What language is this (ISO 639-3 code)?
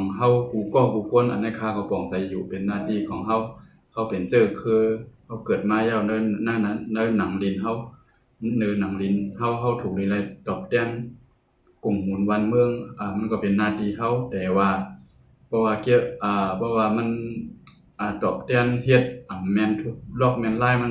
shn